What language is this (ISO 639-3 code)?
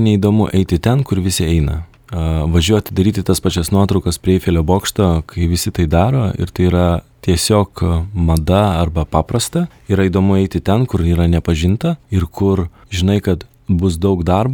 lit